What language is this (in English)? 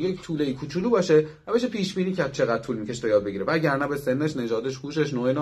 Persian